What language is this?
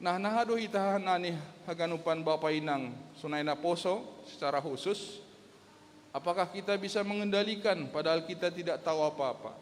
Batak Simalungun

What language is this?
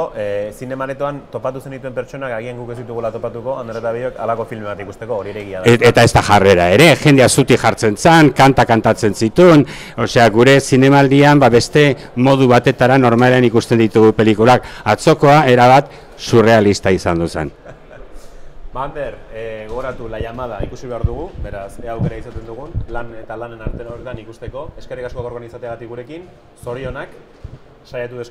Basque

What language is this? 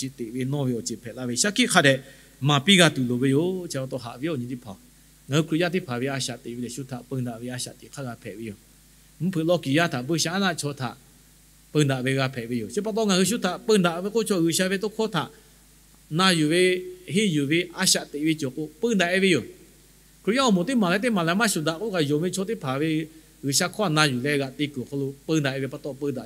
Lahu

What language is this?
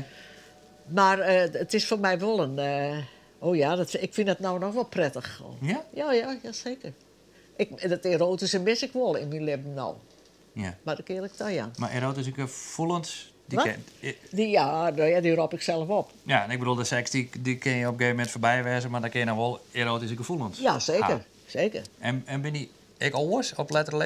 Western Frisian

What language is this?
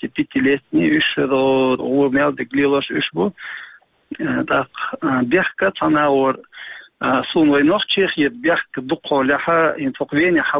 Chechen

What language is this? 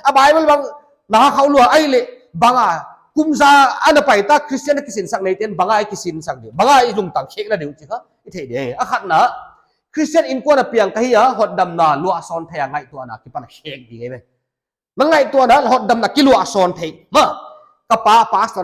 Paite Chin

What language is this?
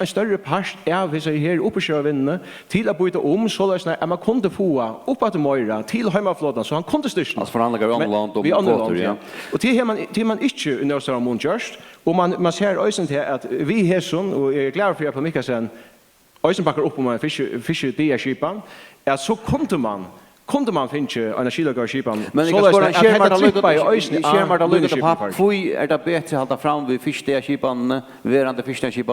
Faroese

